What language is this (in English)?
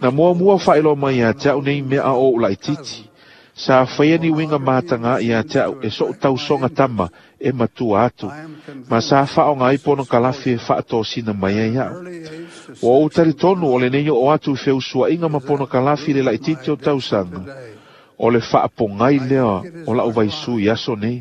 Samoan